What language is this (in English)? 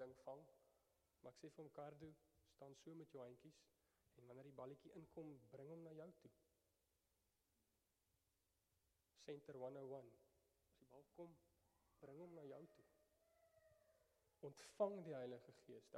Afrikaans